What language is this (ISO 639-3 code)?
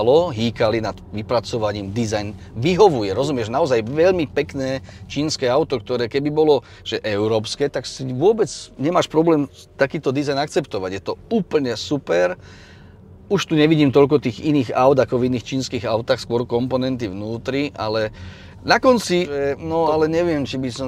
slk